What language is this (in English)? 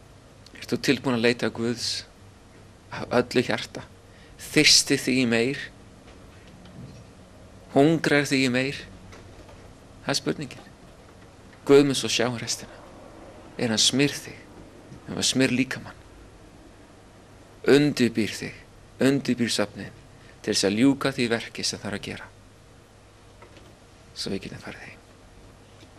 Icelandic